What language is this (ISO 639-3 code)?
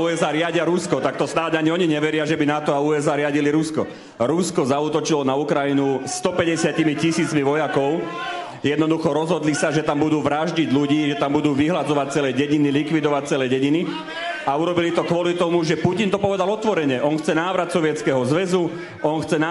slk